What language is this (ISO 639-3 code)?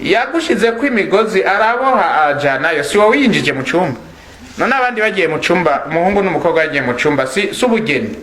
run